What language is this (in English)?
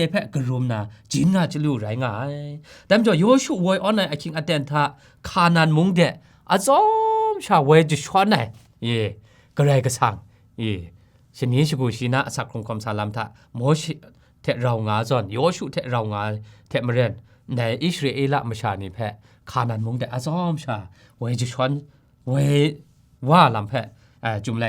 Kachin